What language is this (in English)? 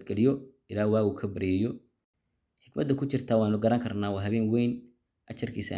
Somali